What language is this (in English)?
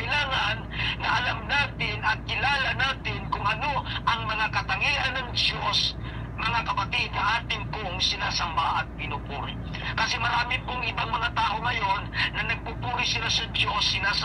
Filipino